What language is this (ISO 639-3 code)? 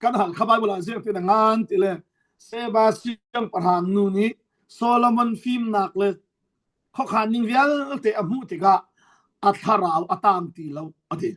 cfm